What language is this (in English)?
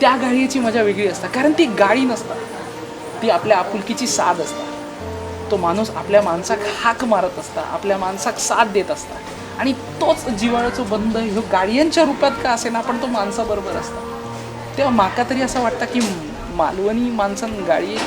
Konkani